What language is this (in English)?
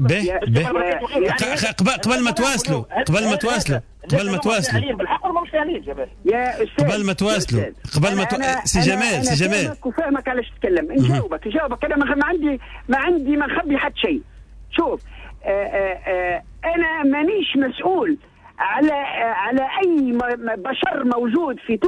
Tunisian Arabic